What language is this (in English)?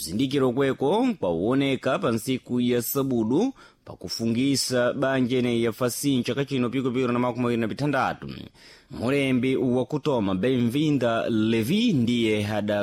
Sena